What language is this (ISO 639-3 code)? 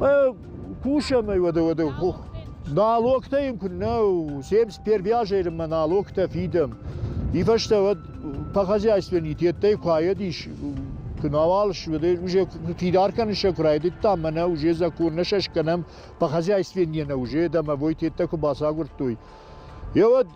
oss